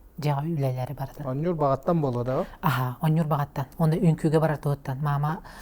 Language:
Yakut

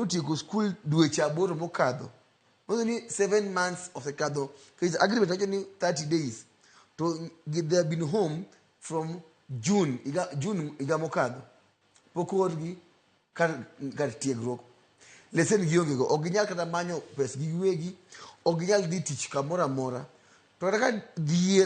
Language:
Luo (Kenya and Tanzania)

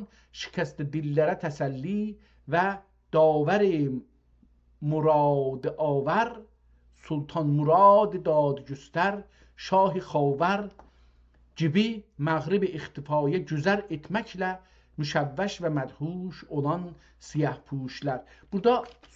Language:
South Azerbaijani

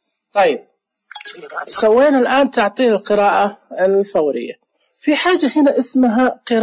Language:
Najdi Arabic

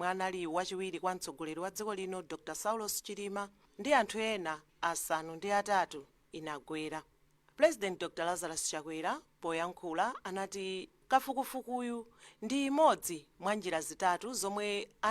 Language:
Nyanja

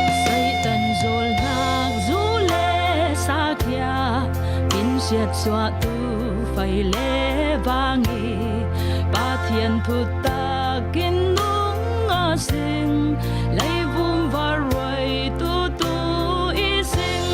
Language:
Falam Chin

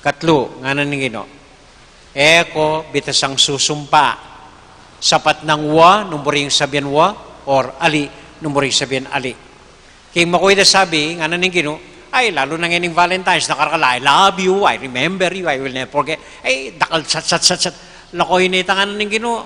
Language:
Pampanga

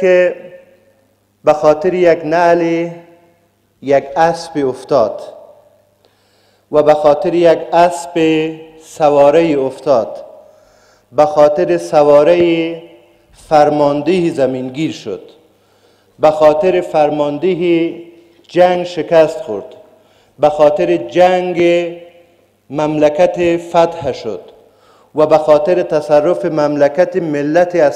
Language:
Persian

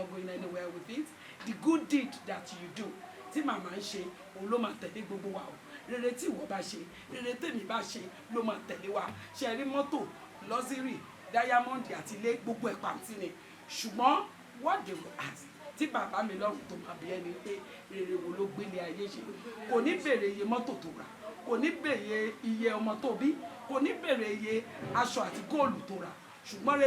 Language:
Yoruba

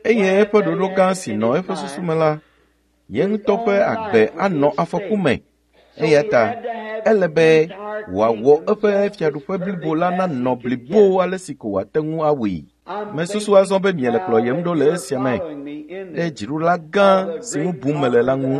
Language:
Ewe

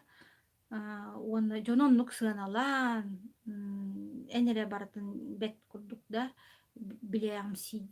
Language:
Yakut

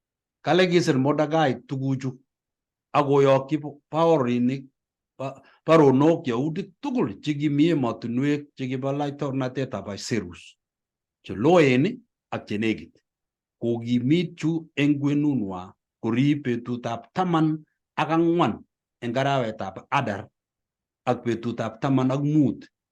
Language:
Kalenjin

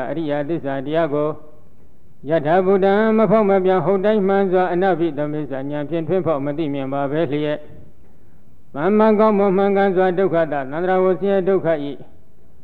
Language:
Burmese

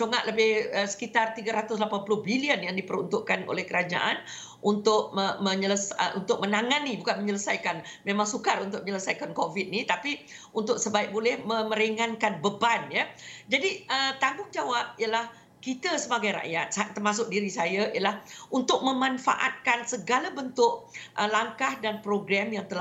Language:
Malay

